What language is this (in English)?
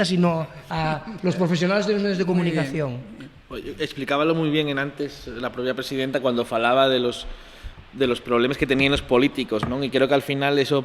Asturian